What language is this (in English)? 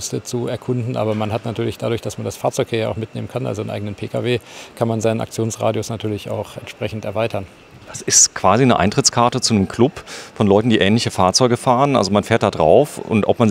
German